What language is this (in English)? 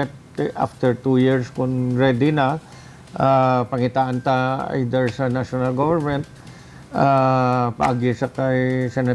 Hiligaynon